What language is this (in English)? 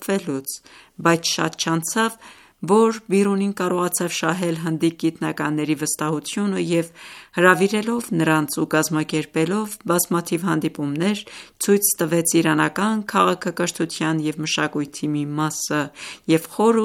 Armenian